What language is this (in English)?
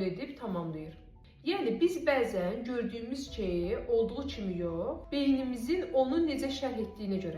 Azerbaijani